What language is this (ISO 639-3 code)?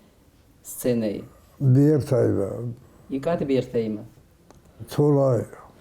oss